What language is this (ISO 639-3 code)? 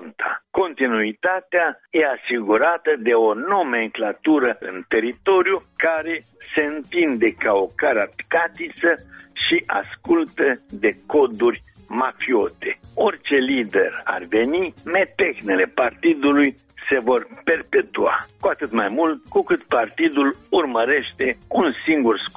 ron